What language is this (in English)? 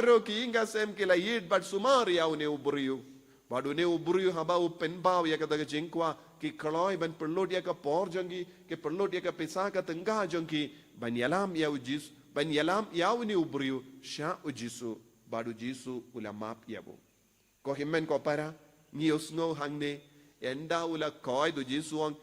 Khasi